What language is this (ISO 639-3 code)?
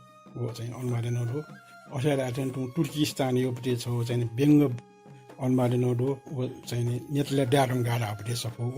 new